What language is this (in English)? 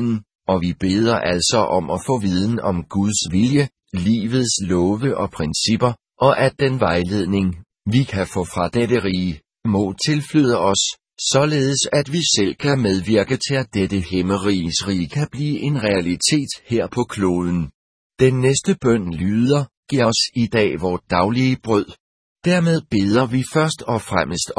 Danish